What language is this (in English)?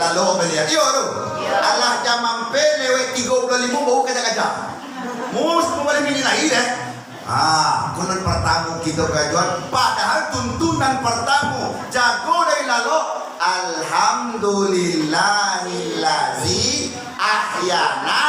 Minangkabau